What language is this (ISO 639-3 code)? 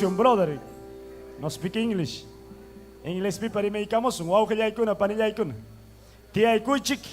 quy